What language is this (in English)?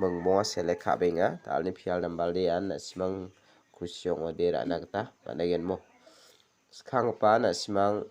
Garo